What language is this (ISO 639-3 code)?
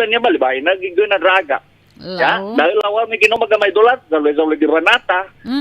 nia